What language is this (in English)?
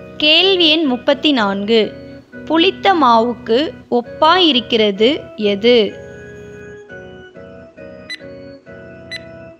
Tamil